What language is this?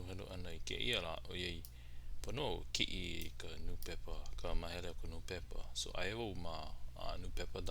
Hawaiian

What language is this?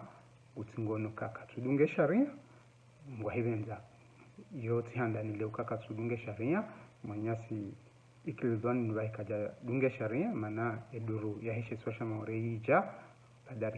Ngazidja Comorian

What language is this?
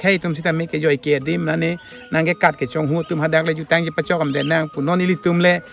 Karbi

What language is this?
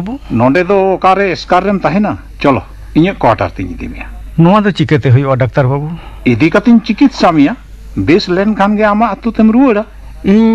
Santali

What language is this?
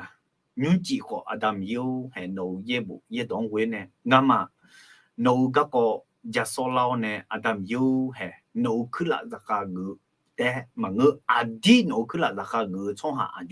Akha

